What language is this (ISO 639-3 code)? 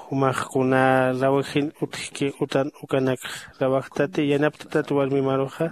aym